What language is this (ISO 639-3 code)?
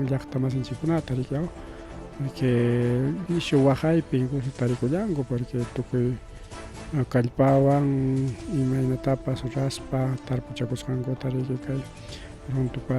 quy